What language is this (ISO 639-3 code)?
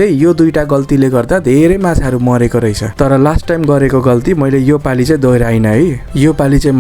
nep